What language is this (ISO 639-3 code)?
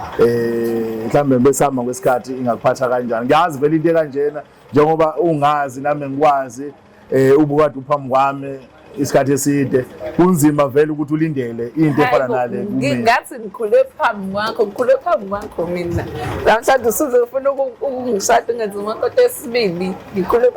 zul